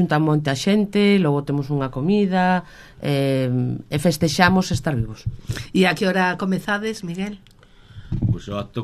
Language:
Galician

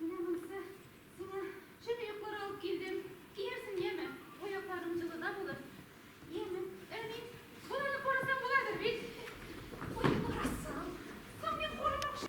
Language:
Tatar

